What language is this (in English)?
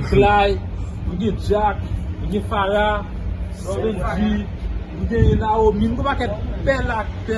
Haitian Creole